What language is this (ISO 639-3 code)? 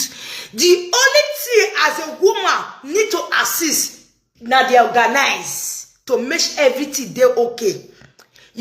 pcm